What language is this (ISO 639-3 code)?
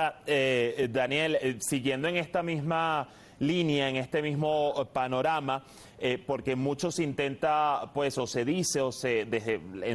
spa